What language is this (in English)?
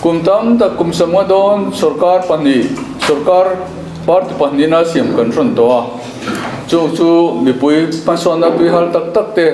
Mizo